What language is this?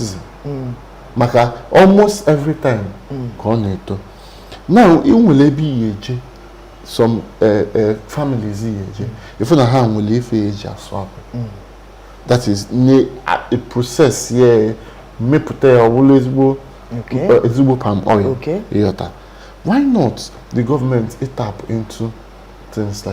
Igbo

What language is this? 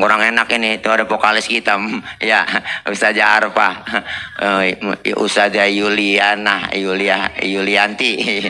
Betawi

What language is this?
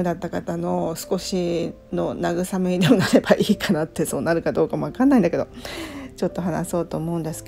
Japanese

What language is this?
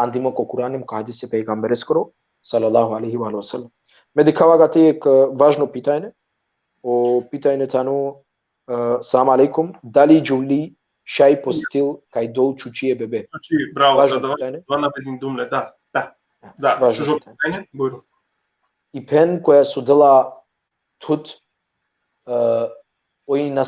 Balkan Romani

